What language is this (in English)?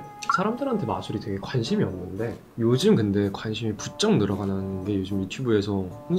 Korean